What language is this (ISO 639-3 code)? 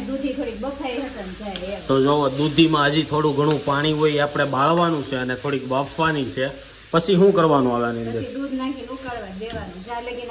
guj